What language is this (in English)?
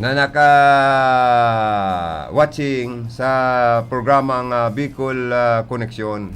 Bikol